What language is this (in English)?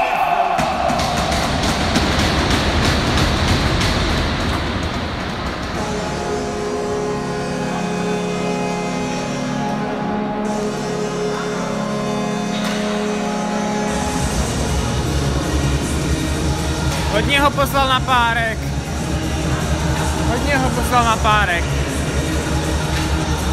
Czech